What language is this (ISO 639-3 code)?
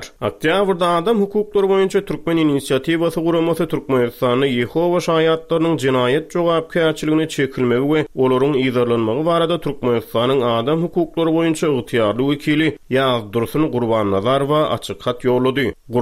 tuk